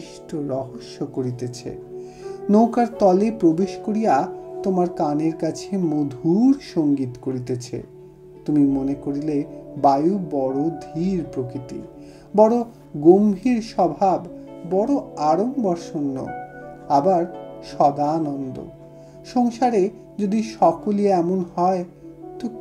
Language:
Bangla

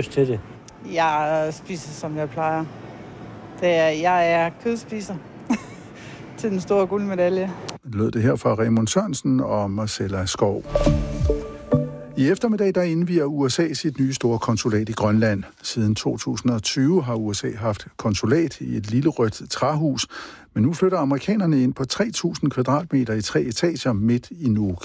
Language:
Danish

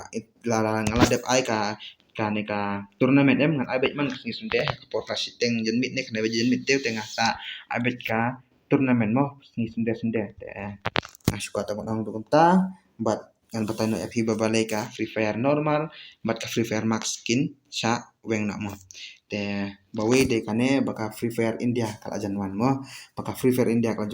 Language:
Khasi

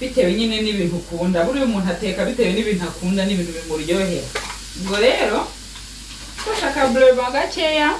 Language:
Kinyarwanda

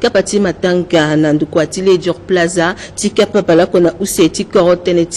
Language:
Sango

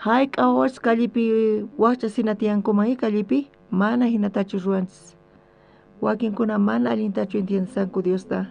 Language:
South Bolivian Quechua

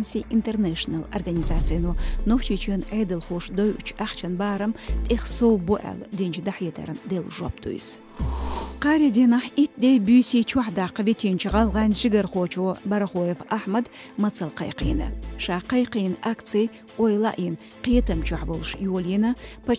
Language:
Chechen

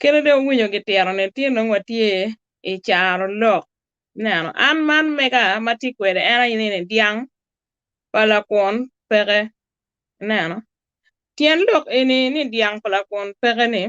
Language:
Acoli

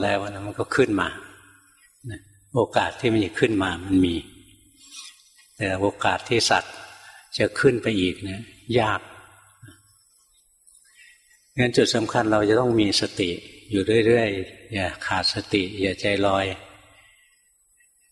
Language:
Thai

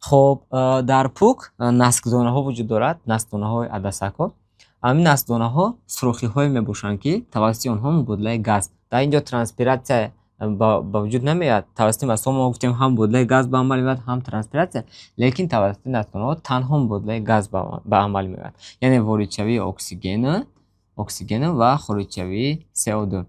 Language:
Tajik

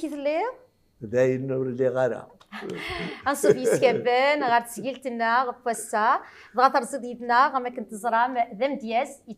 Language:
Kabyle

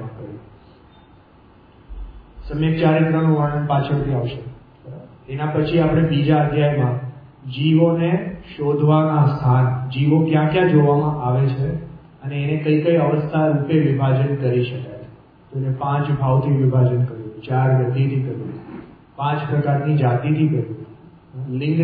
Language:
Gujarati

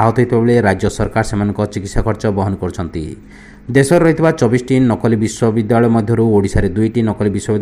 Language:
Odia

